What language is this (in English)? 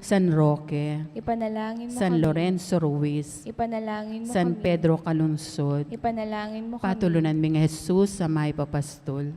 Pampanga